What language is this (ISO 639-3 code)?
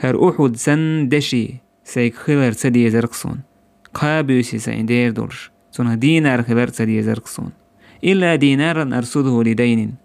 che